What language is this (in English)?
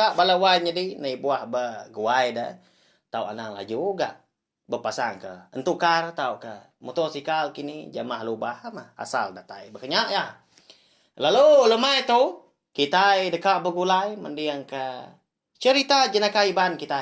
Iban